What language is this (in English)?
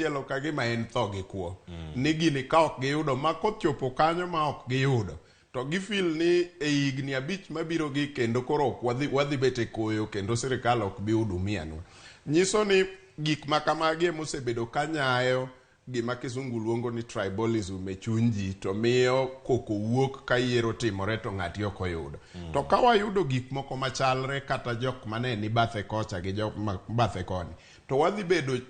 Luo (Kenya and Tanzania)